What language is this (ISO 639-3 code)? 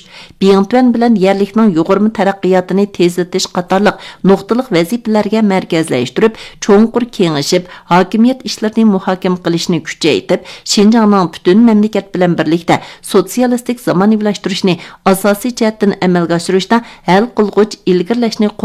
uig